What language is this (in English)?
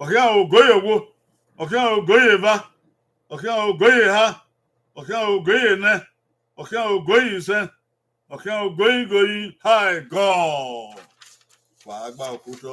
Bini